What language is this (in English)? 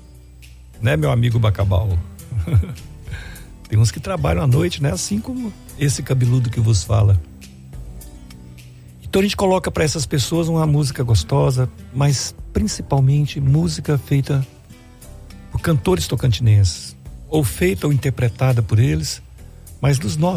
Portuguese